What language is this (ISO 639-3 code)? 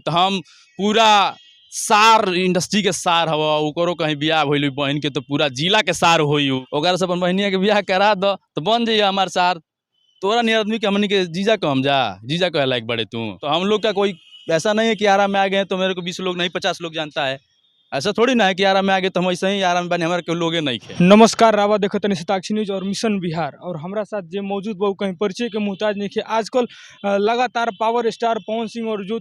bho